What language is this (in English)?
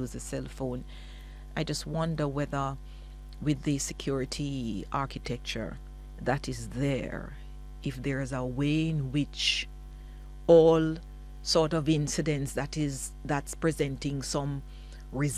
English